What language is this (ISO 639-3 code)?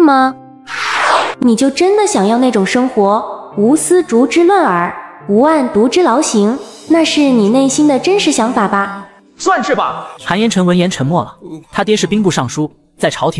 zho